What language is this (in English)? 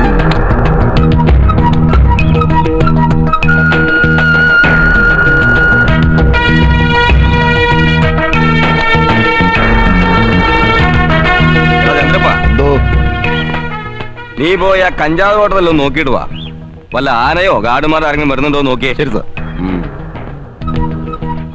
Malayalam